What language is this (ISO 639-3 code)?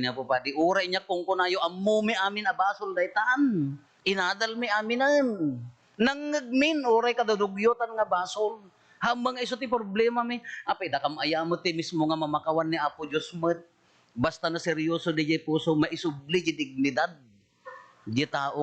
ilo